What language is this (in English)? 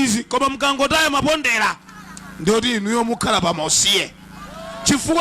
Nyanja